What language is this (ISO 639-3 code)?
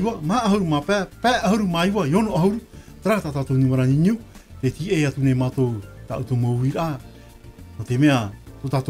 tah